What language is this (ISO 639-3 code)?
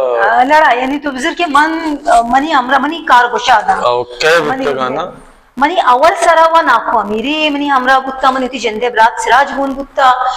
bal